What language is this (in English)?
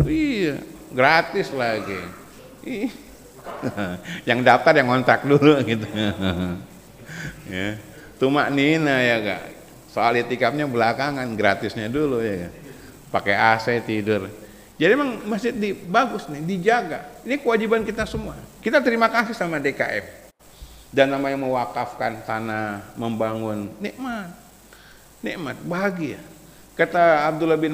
Indonesian